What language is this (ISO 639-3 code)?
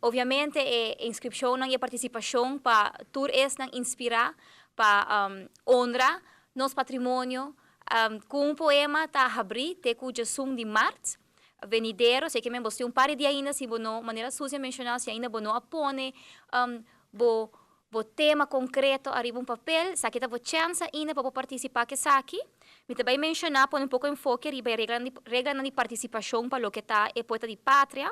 pap